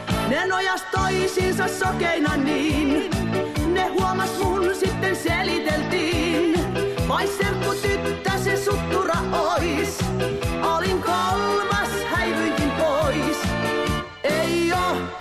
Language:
Finnish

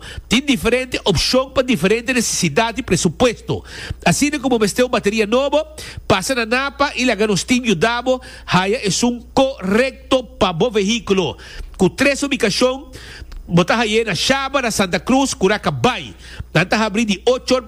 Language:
Papiamento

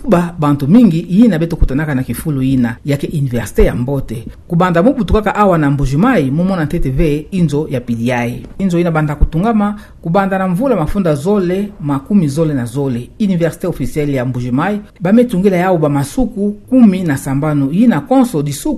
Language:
Kituba (Democratic Republic of Congo)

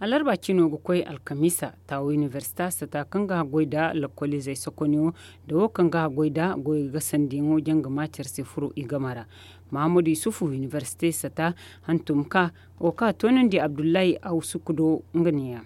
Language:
Zarma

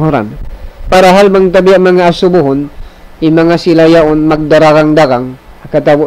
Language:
Tausug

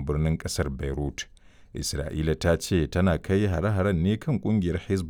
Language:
Hausa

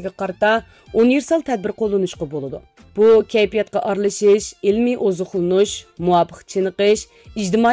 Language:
Uyghur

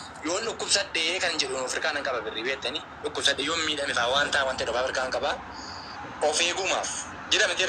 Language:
Oromo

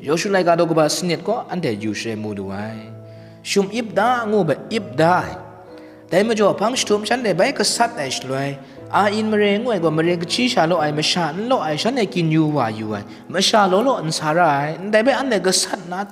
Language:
Kachin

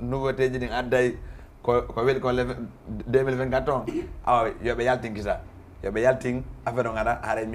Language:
Fula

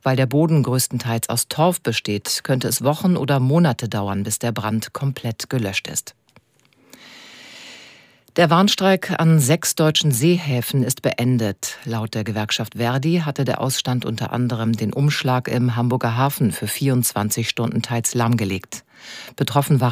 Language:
German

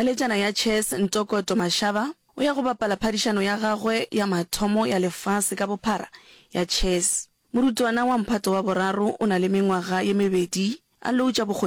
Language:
Northern Sotho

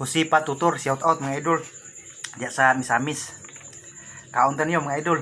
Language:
Cebuano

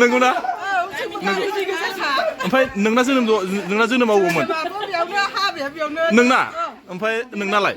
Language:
Bodo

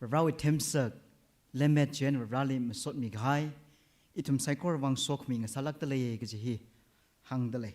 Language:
Tangkhul Naga (India)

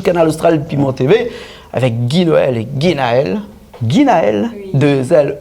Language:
Réunion Creole French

